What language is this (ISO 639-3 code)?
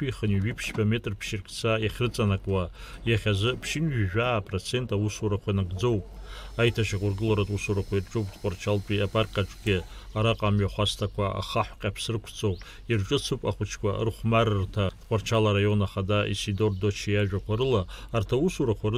abk